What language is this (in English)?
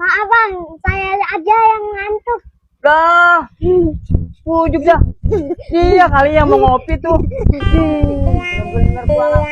Betawi